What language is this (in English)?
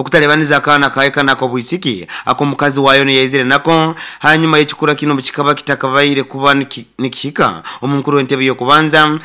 Nyoro